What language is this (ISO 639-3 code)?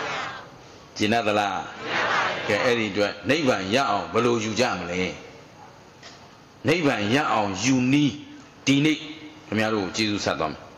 mya